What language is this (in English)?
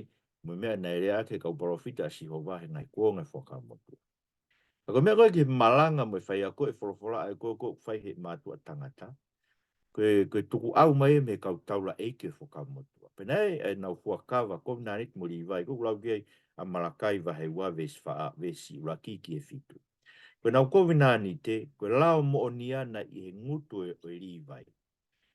Tongan